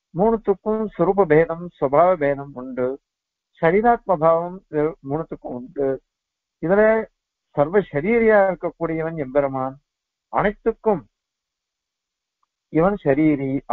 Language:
Tamil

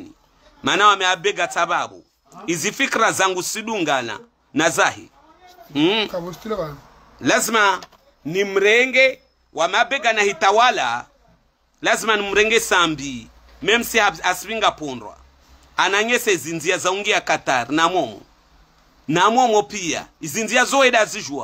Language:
Swahili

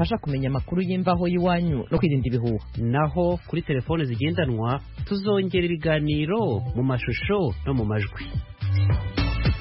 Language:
Kinyarwanda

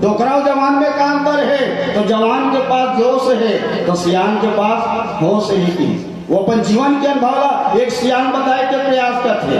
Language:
Chhattisgarhi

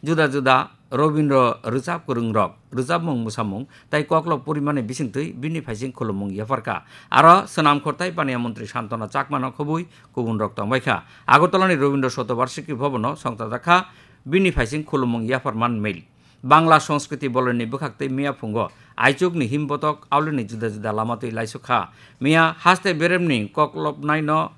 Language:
Kok Borok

